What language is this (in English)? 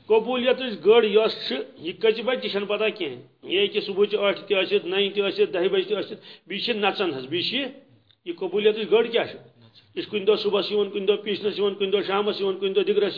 Kashmiri